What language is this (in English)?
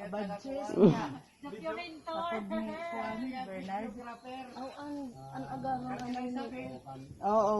Waray